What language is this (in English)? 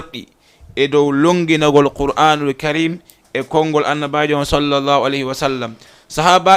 Fula